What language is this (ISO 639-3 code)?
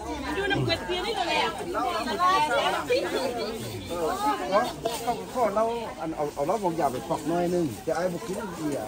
tha